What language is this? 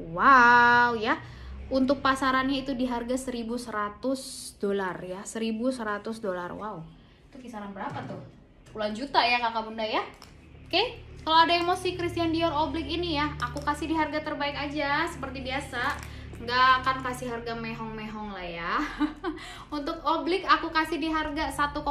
Indonesian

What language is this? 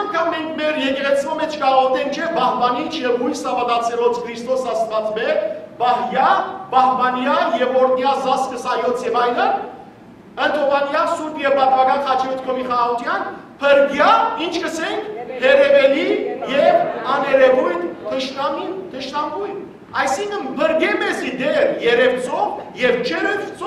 Western Armenian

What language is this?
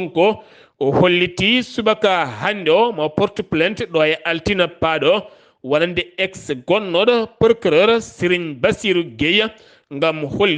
Fula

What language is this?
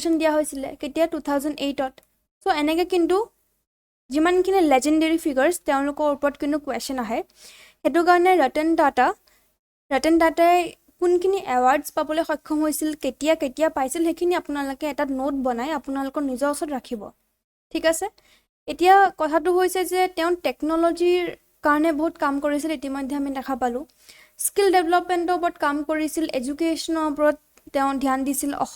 Assamese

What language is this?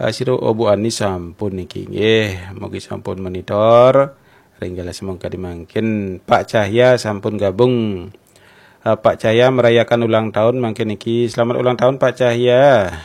Balinese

